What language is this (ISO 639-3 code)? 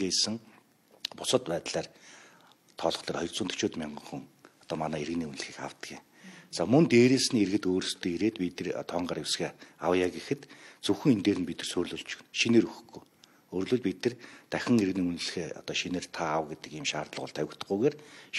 mon